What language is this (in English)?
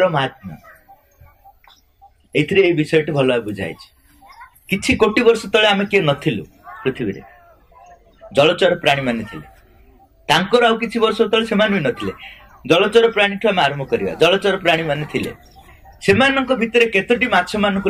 Odia